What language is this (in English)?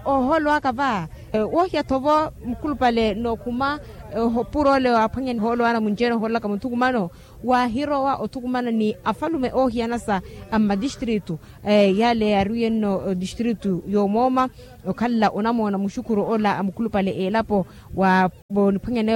Makhuwa